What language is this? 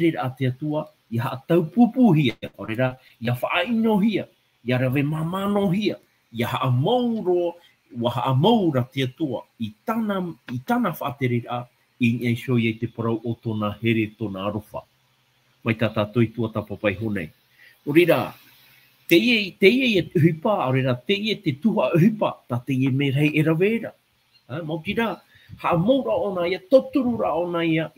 Tahitian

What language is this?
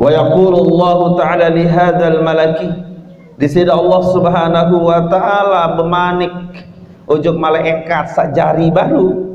Sasak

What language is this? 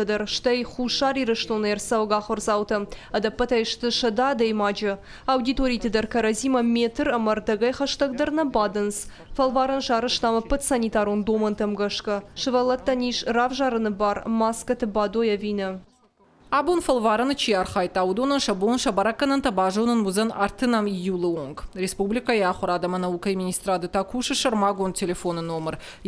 Ossetic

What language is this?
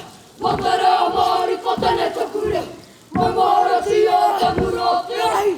Māori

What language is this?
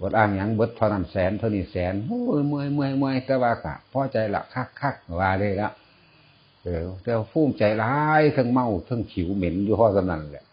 Northeastern Thai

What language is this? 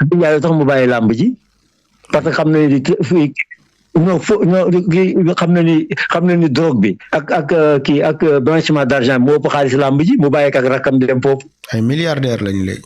Wolof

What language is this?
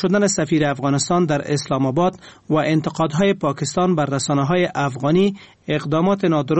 Persian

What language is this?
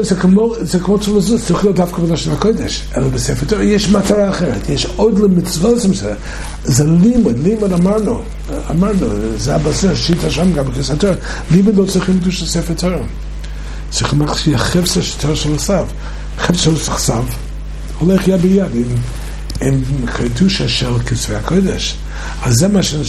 Hebrew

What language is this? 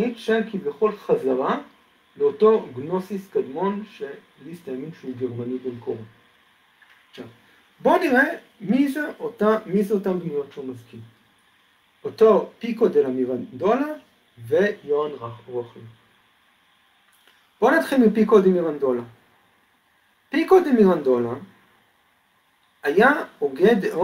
Hebrew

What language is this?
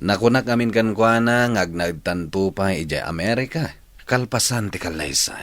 Iloko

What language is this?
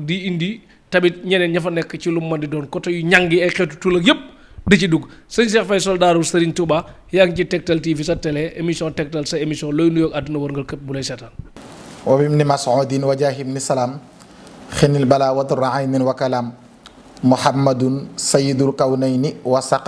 Wolof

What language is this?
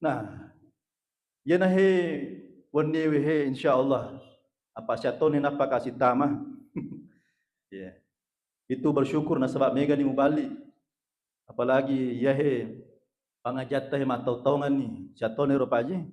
Buginese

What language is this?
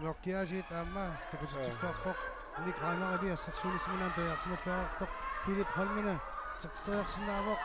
Kalaallisut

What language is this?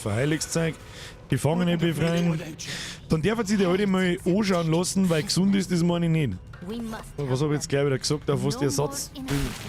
Bavarian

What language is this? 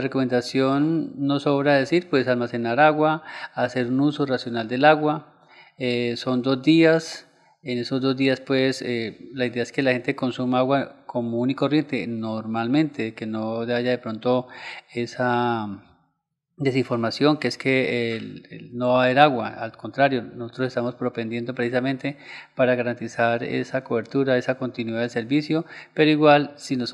Spanish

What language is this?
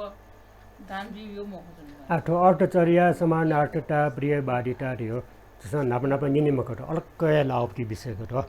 Newari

